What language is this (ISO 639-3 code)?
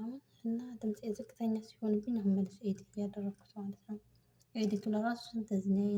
amh